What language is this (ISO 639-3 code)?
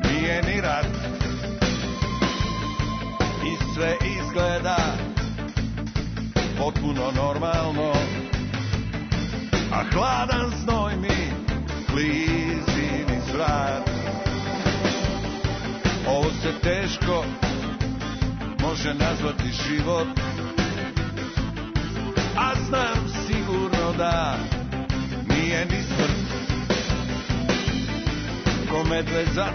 srp